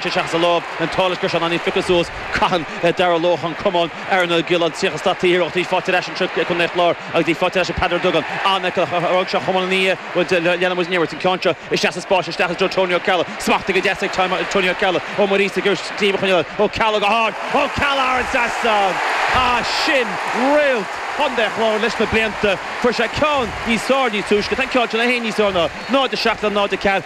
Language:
Irish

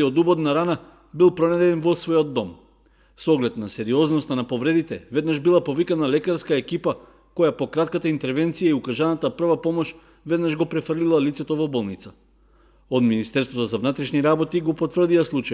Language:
Macedonian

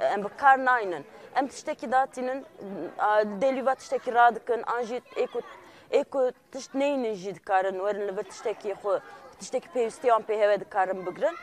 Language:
Kurdish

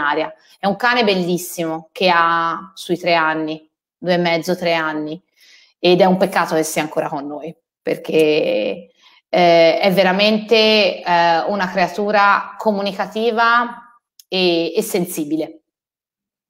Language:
Italian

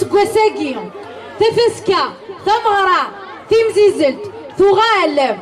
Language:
Kabyle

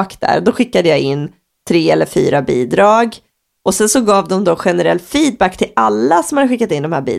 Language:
Swedish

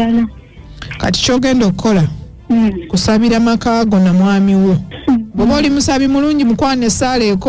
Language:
Ganda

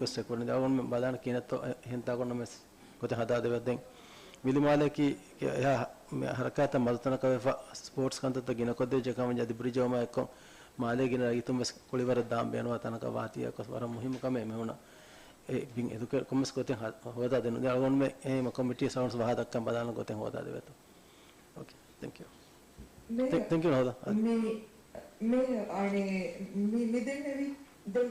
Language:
Divehi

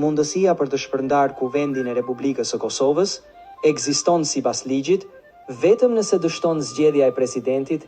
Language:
Albanian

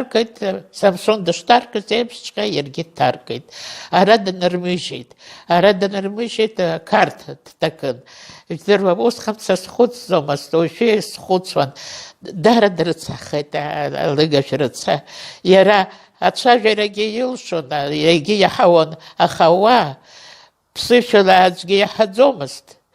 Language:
Abkhazian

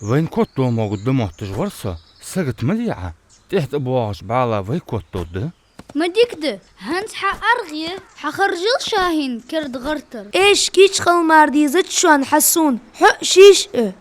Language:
Ingush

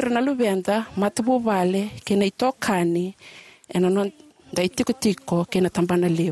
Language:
Fijian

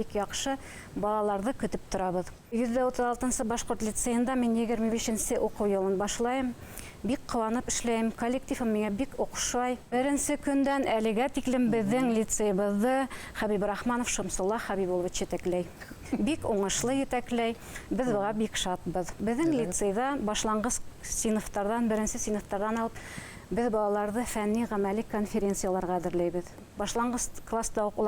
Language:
Bashkir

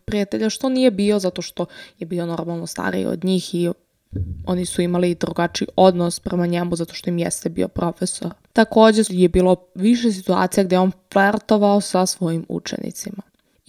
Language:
Serbian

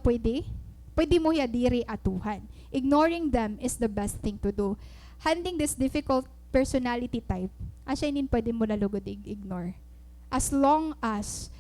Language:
Waray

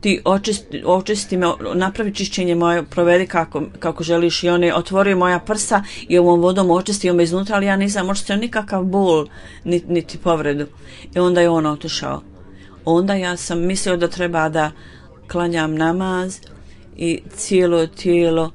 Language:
Bosnian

